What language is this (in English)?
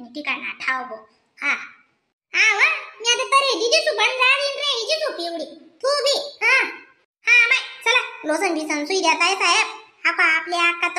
Khandesi